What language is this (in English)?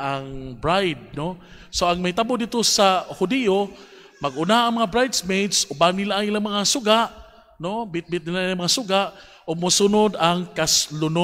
Cebuano